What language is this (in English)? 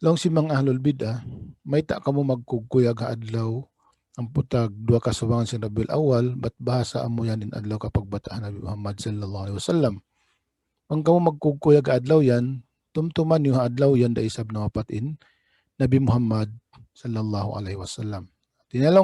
Tausug